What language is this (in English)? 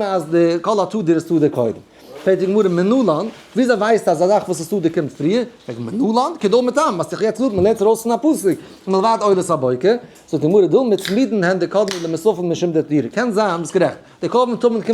Yiddish